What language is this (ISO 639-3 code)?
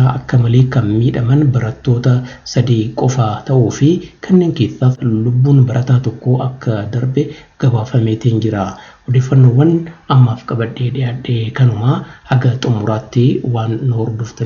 orm